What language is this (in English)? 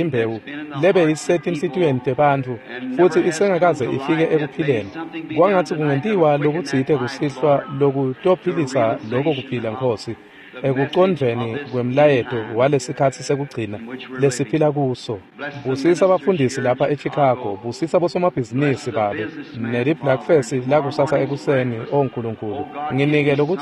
Swati